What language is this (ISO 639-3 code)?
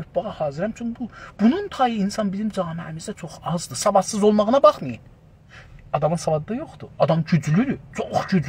azb